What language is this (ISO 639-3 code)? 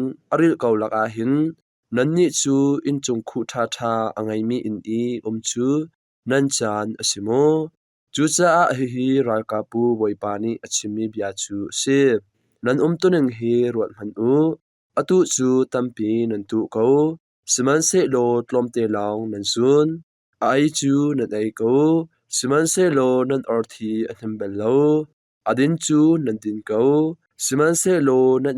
cnh